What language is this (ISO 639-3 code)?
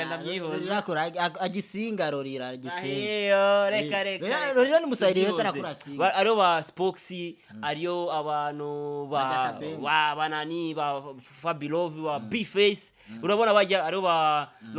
run